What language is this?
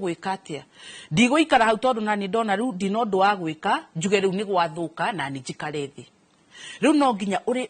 Kikuyu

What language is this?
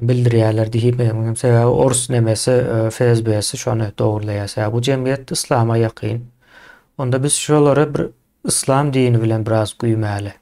Turkmen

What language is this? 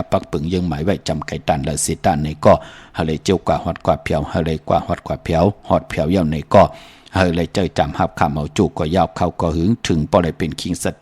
Shan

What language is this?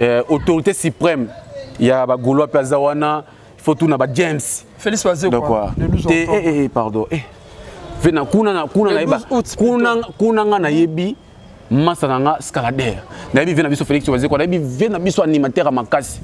Lingala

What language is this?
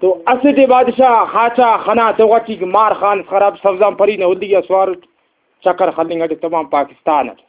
Brahui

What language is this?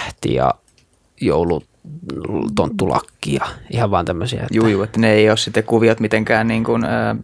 Finnish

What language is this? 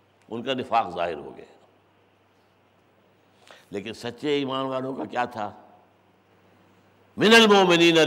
Urdu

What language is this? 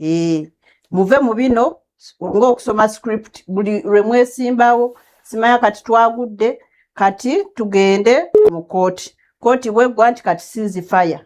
Ganda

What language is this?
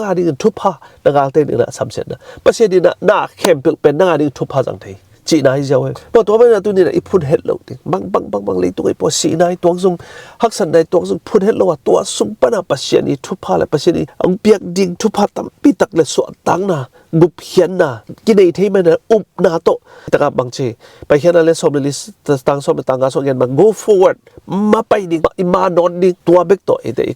Tedim Chin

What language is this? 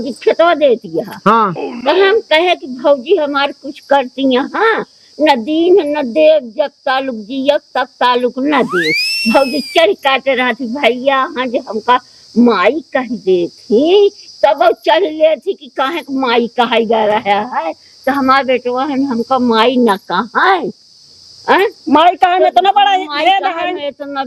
Awadhi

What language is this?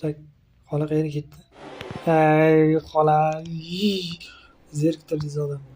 Uzbek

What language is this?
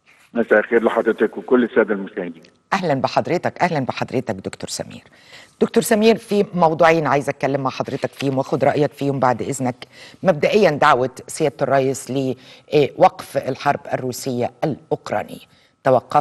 Egyptian Arabic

